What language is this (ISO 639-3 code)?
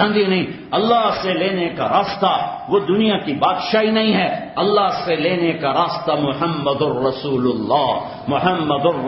urd